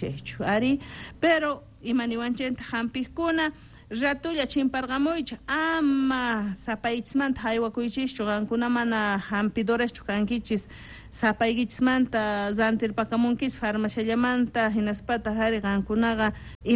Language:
South Bolivian Quechua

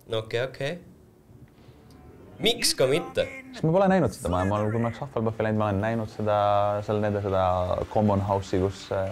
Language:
Estonian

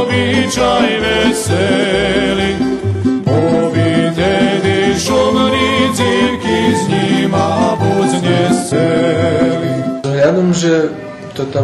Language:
Rusyn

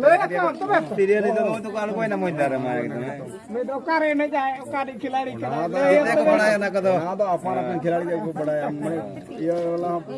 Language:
Santali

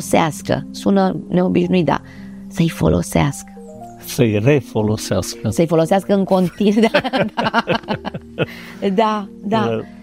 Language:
Romanian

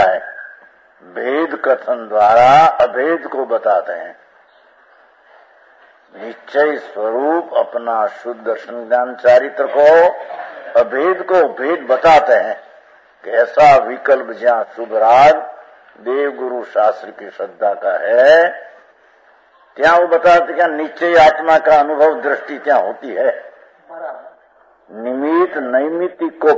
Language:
Hindi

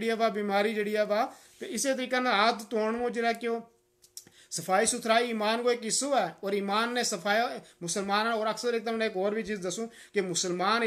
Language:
Gujari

